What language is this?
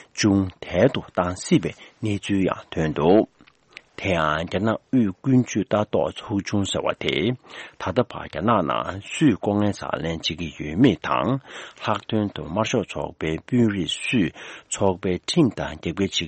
Tibetan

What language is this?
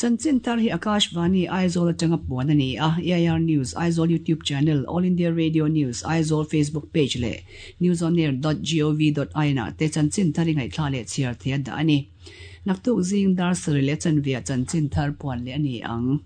Mizo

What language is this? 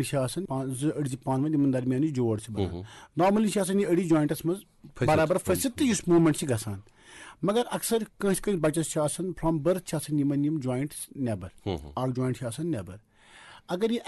Kashmiri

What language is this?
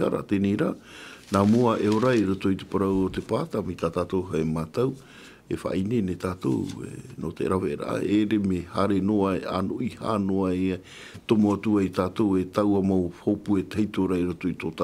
Tahitian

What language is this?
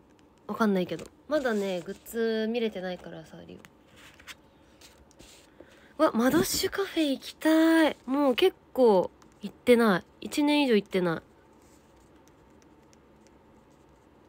Japanese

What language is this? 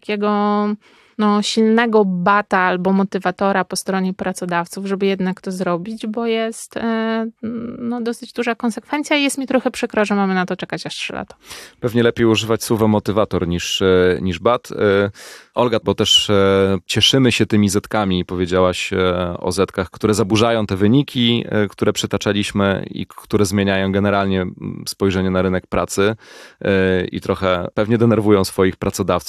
Polish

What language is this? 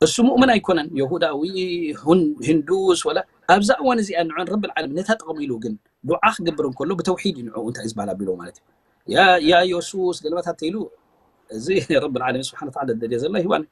Tigrinya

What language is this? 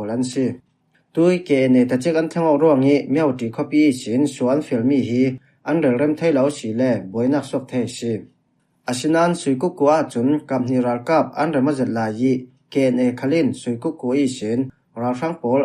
Falam Chin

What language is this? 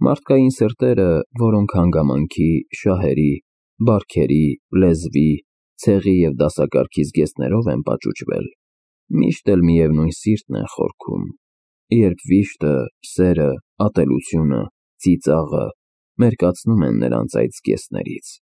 Armenian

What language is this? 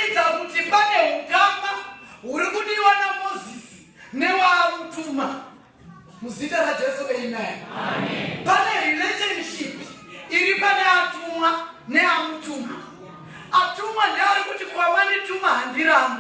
Shona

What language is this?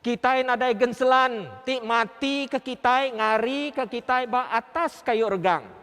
Iban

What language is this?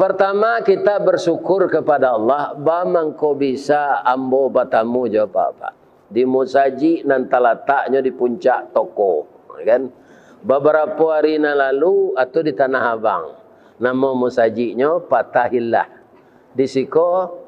Minangkabau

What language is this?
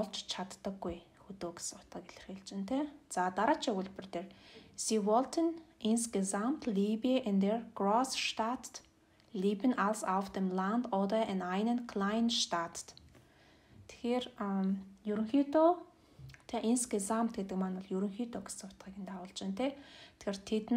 Mongolian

